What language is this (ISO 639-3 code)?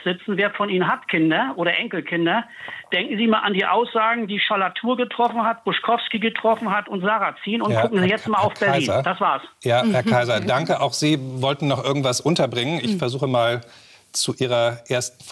deu